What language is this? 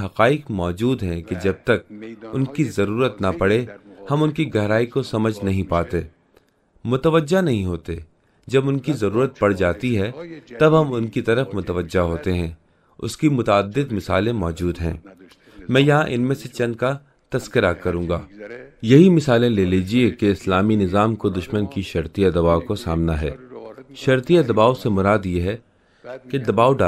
Urdu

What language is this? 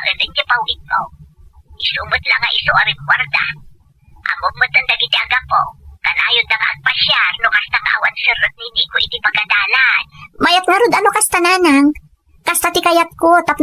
Iloko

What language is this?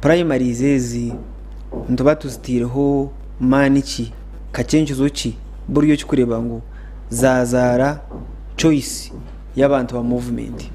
Nyankole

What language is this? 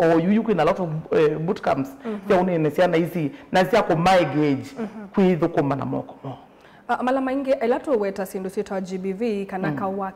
Kamba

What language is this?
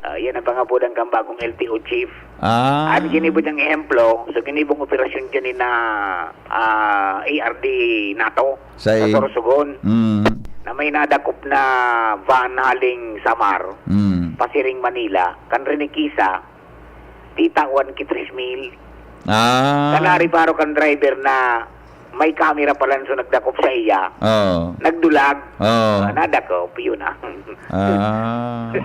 Bikol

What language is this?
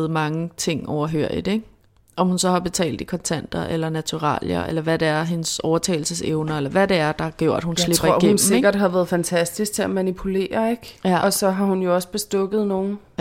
Danish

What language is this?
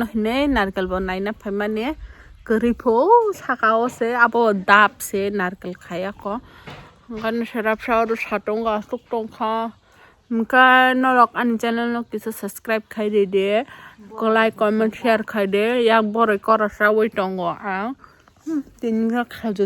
Kok Borok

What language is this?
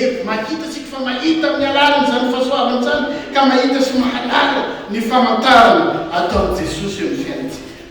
Malagasy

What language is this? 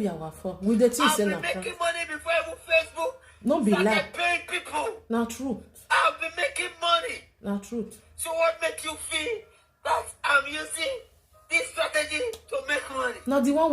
Nigerian Pidgin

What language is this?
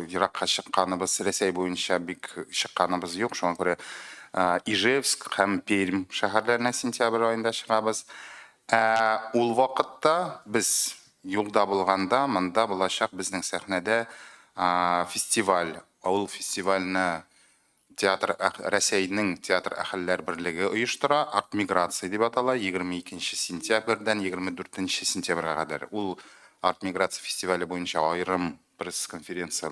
Tatar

